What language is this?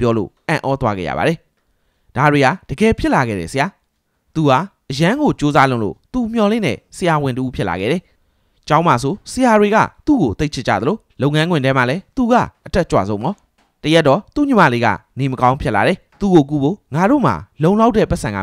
Burmese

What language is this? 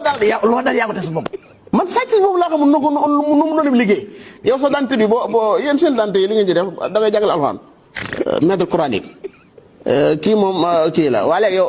Wolof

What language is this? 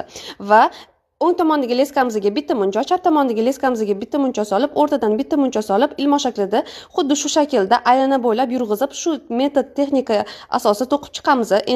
Uzbek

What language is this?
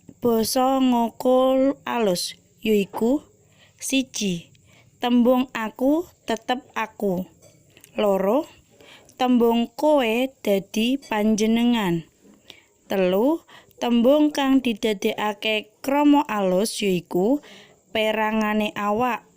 Javanese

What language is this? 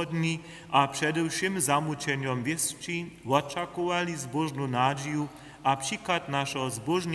Upper Sorbian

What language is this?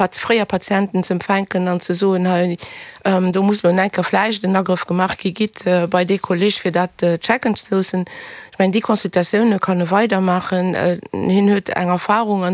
Luxembourgish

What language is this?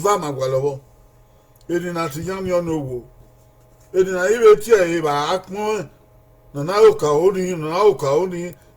Bini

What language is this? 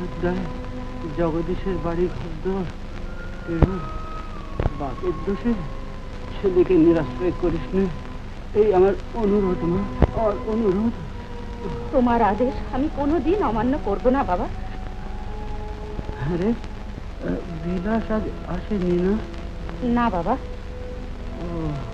Bangla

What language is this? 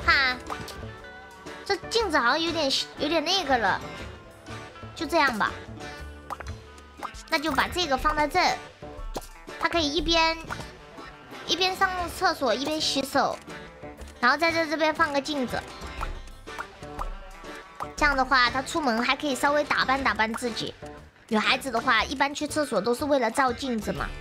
Chinese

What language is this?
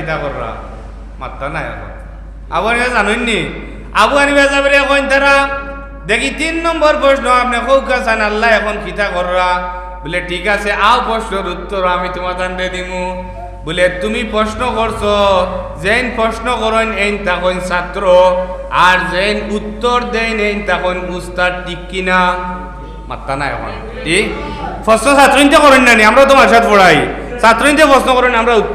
Sylheti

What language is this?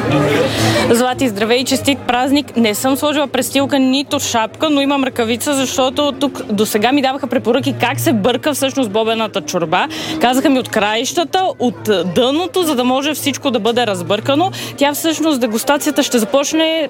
Bulgarian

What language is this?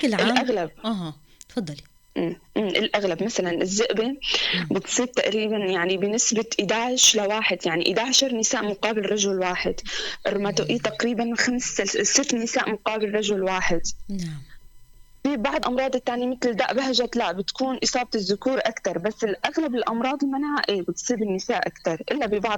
North Levantine Arabic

